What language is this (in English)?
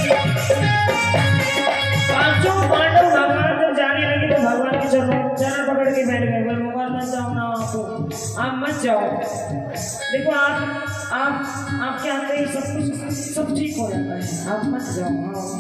Hindi